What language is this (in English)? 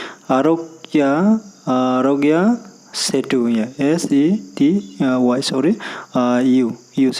Riang (India)